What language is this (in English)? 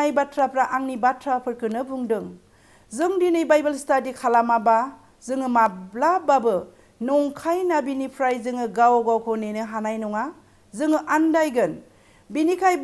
Bodo